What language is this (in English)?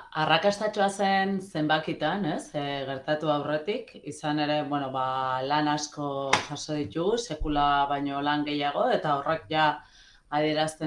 Basque